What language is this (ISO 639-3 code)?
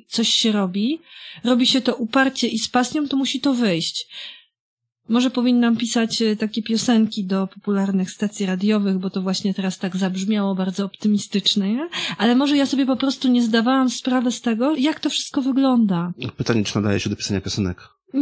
pol